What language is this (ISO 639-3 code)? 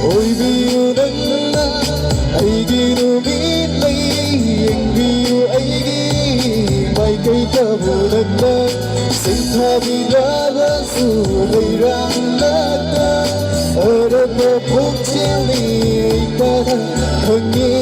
mni